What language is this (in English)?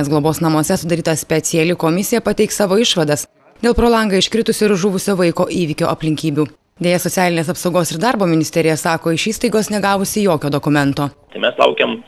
Lithuanian